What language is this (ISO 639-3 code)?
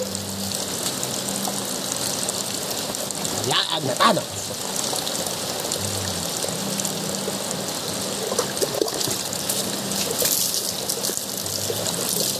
fil